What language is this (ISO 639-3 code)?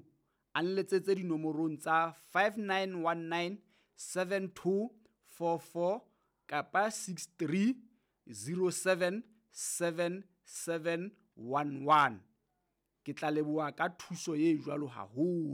sot